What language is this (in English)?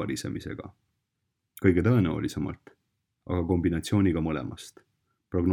Estonian